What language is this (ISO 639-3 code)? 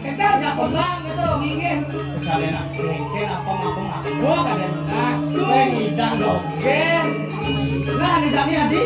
ban